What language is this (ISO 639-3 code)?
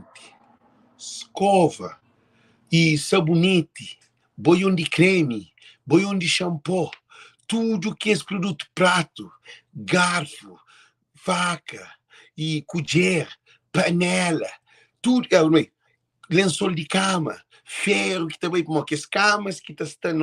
kea